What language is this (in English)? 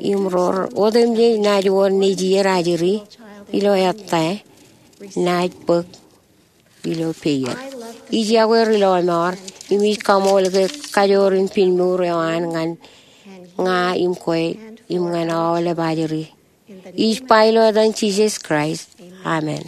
Marshallese